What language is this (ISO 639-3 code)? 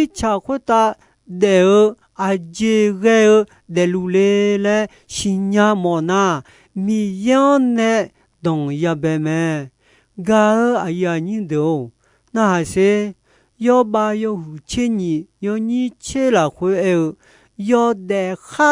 ahk